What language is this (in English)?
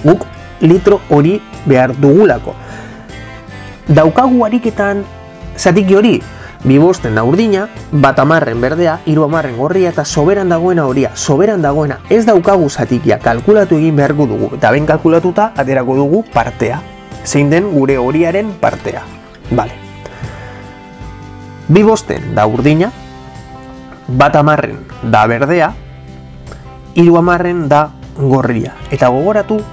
Basque